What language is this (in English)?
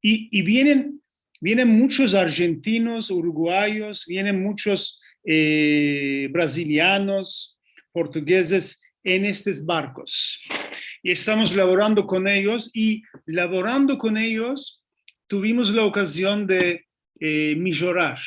Ladino